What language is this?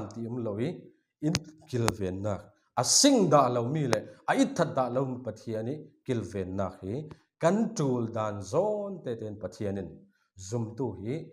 Falam Chin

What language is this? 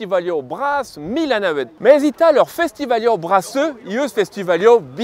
Breton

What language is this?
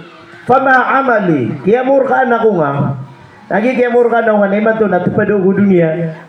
Maranao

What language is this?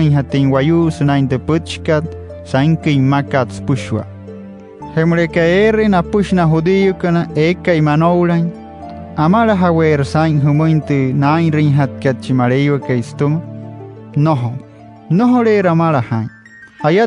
Wayuu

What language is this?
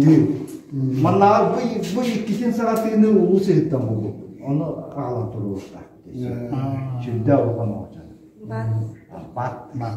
Yakut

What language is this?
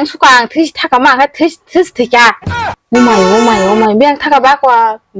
Kok Borok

